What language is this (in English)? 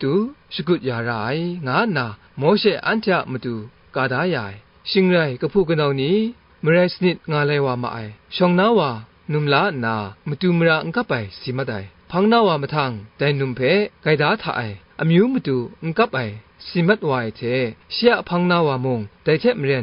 Kachin